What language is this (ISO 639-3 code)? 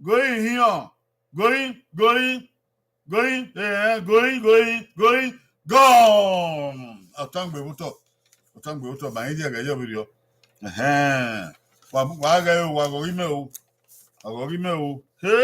bin